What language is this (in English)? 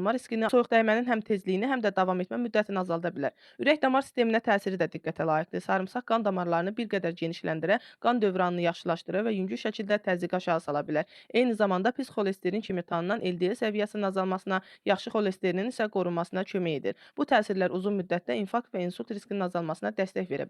Azerbaijani